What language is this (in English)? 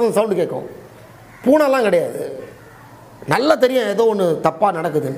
Tamil